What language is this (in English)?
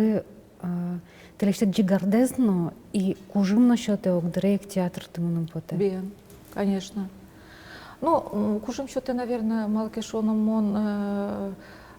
Udmurt